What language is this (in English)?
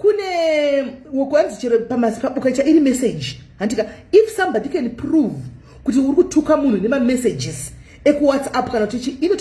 Shona